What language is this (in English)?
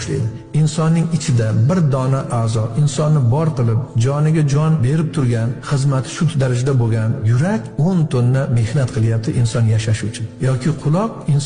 Uzbek